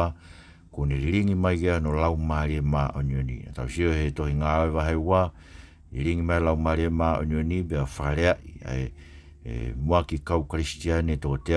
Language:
Tongan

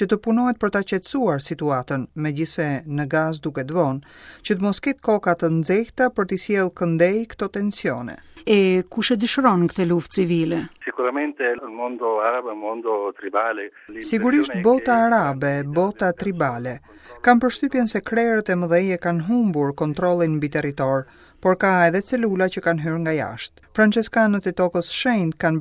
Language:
Albanian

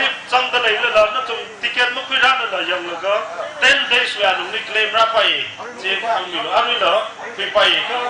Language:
Tangkhul Naga (India)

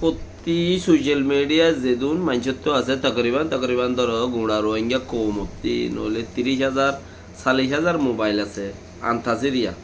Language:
Rohingya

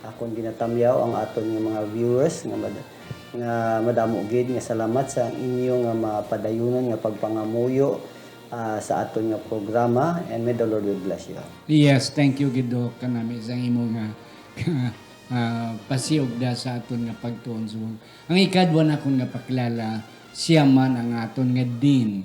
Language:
Hiligaynon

